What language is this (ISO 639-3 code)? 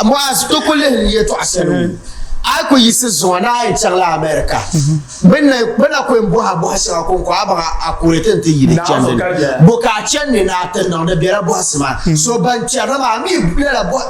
dag